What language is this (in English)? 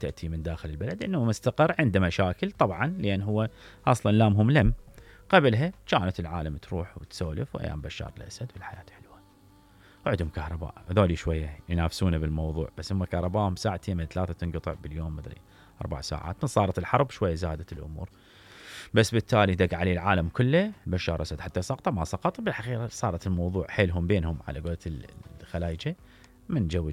Mesopotamian Arabic